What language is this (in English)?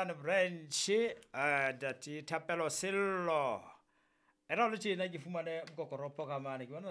Southern Sotho